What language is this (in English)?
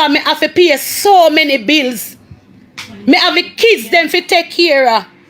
Jamaican Creole English